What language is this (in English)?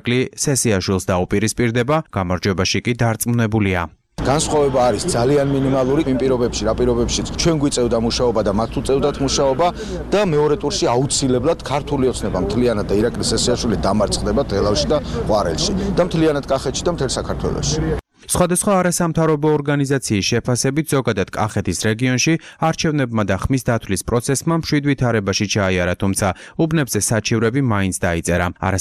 Georgian